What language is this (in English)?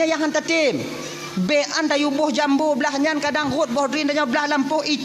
Achinese